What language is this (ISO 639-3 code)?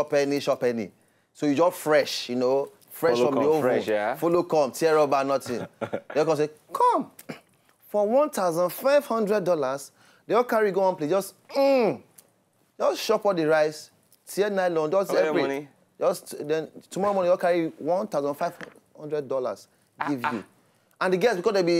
pcm